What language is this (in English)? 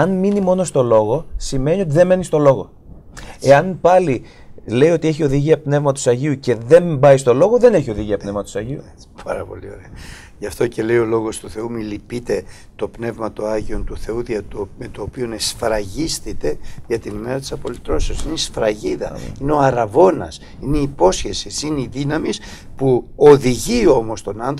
Greek